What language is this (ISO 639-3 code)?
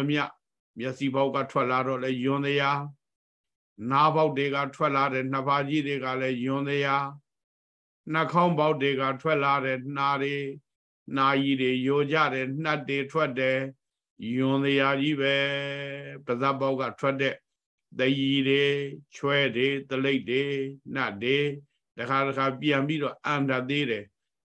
mya